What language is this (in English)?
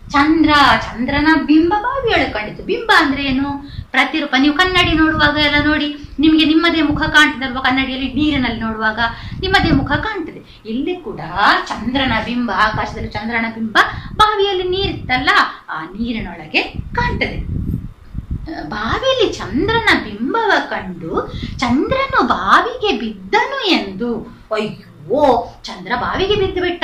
Kannada